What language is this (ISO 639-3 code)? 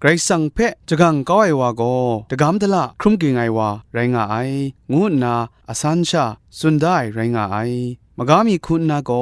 kac